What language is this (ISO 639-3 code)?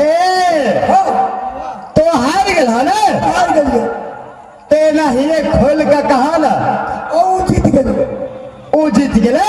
mai